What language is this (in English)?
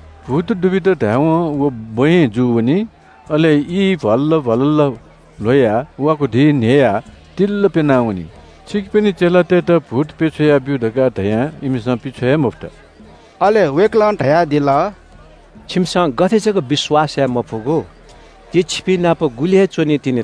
Newari